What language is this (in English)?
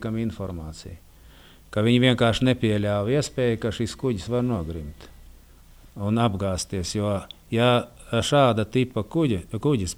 Latvian